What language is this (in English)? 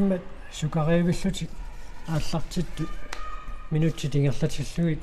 Kalaallisut